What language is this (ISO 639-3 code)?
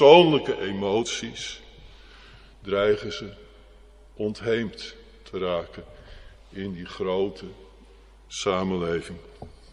nld